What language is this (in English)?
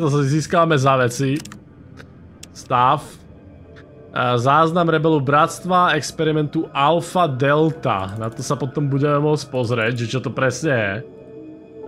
Slovak